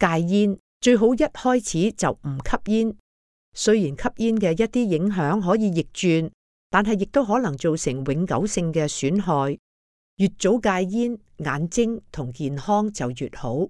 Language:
Cantonese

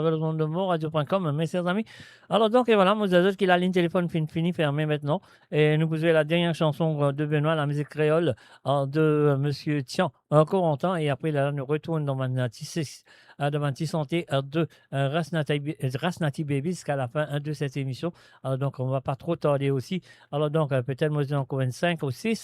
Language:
Morisyen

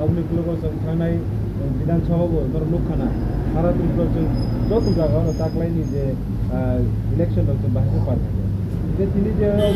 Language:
Kok Borok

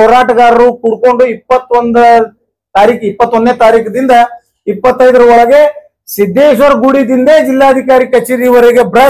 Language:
Kannada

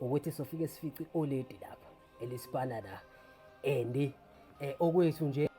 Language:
Zulu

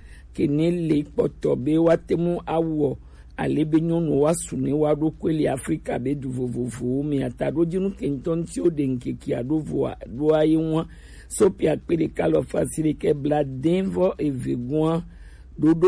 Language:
Gen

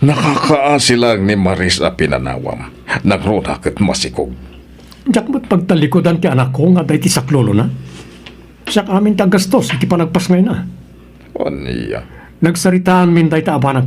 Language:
Iloko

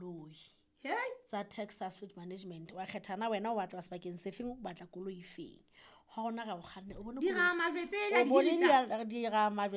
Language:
Southern Sotho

